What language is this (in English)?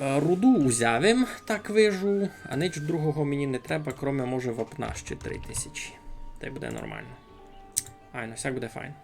Rusyn